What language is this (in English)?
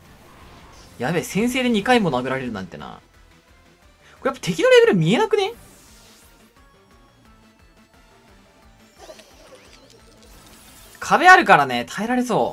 Japanese